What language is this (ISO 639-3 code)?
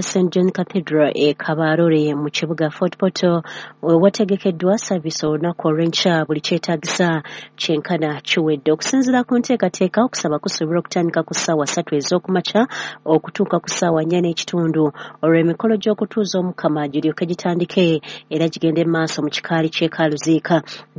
lug